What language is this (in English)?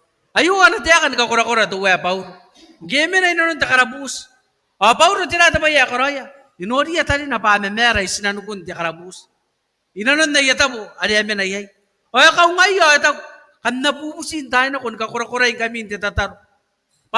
Gilbertese